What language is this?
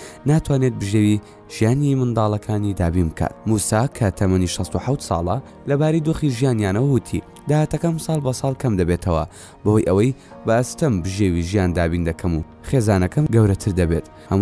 Central Kurdish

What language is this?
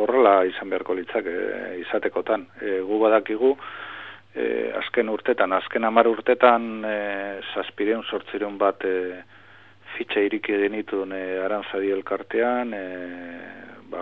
Basque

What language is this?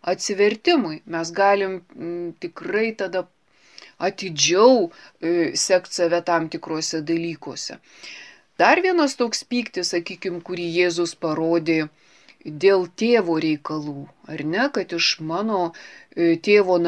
Lithuanian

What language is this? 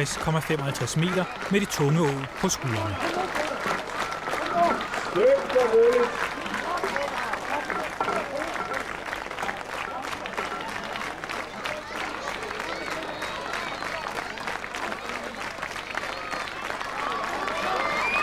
Danish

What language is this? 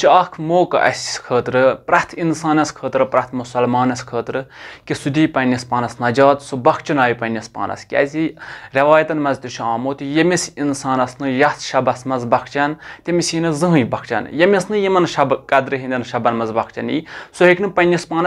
Kashmiri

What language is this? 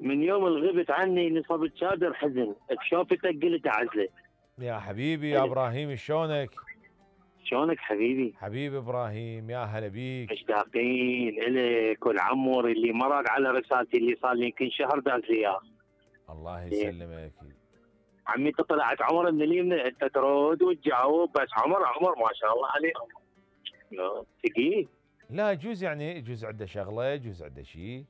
Mesopotamian Arabic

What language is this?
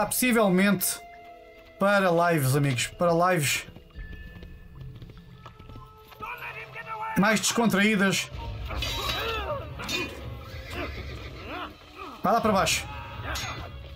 Portuguese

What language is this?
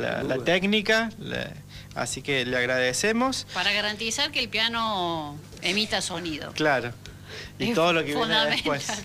Spanish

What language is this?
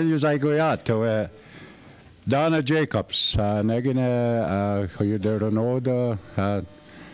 Mohawk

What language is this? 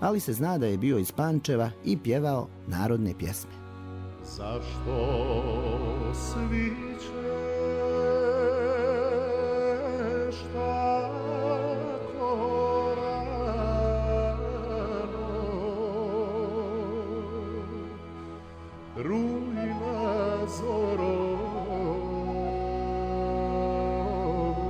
Serbian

